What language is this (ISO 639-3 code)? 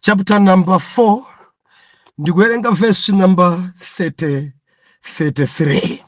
nya